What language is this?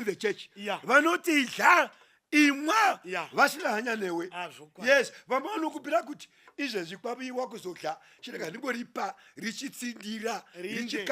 Shona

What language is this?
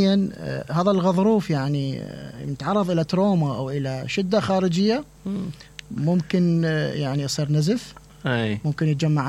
Mesopotamian Arabic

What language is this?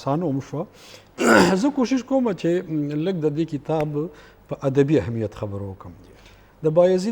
Pashto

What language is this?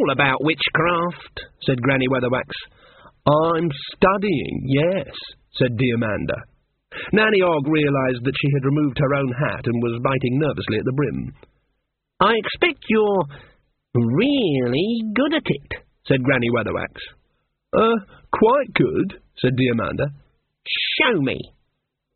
English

